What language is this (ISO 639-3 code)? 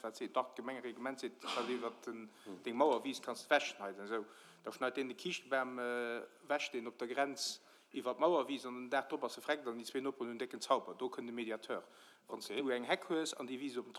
ltz